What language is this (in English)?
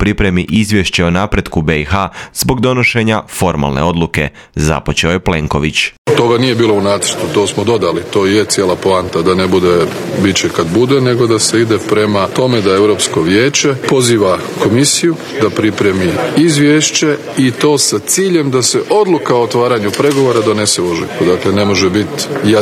Croatian